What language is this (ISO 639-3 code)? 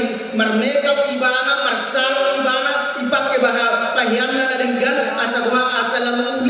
bbc